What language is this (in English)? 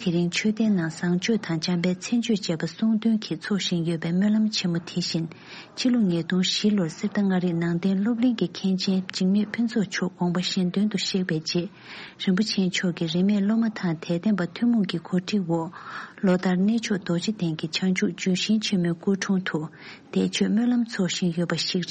Tibetan